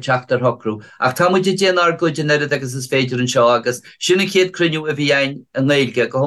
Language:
Irish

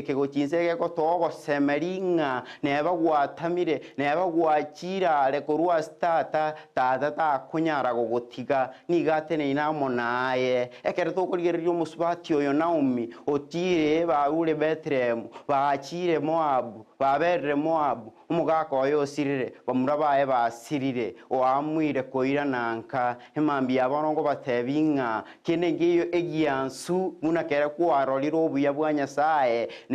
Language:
Gusii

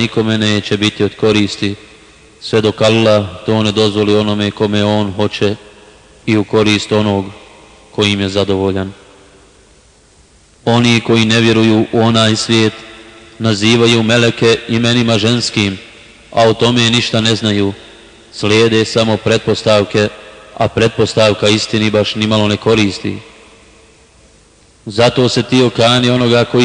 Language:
Bosnian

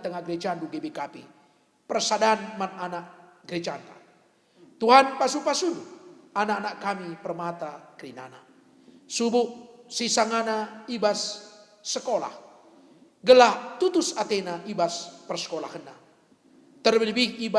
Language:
Batak Karo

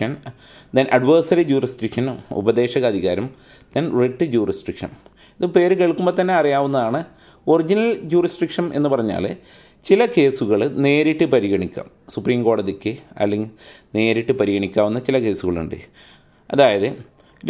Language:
Malayalam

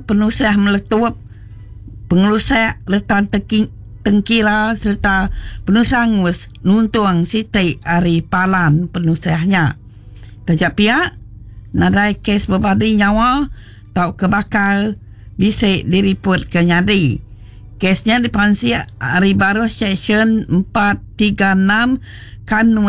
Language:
Iban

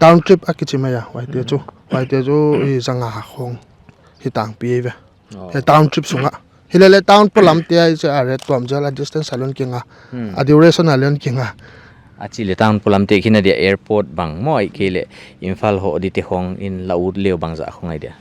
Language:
Paite Chin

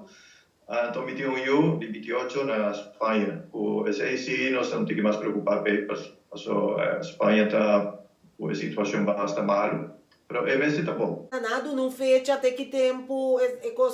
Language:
Papiamento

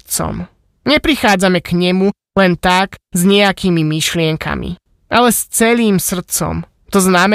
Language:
Slovak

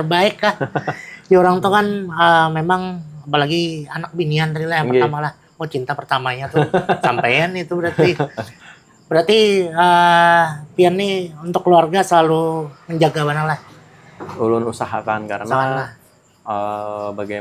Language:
Banjar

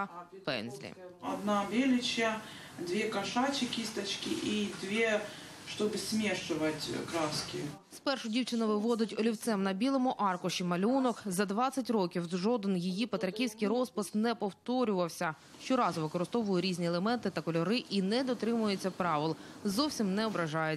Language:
Ukrainian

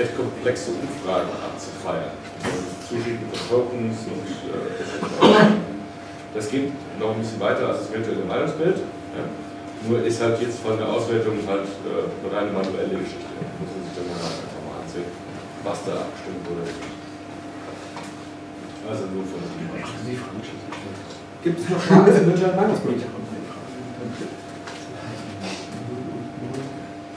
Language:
German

